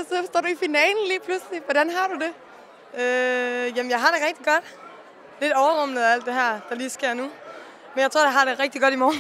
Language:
Danish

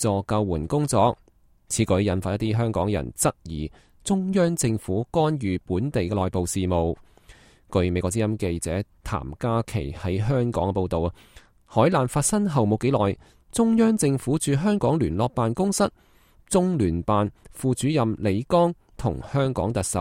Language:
Cantonese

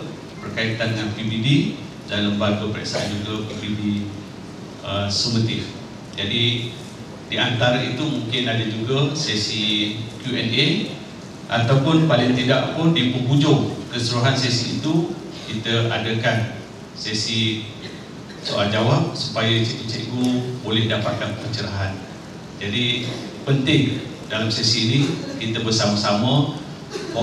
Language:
Malay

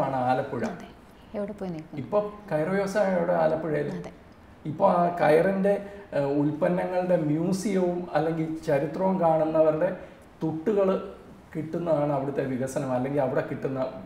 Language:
Malayalam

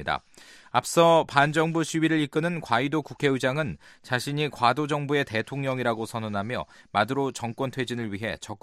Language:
Korean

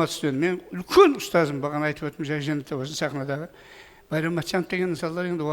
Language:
Kara-Kalpak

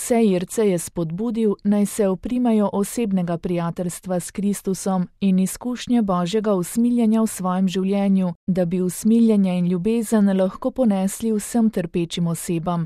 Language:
Slovenian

